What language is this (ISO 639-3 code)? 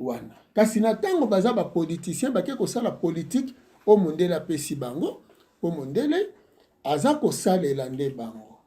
lin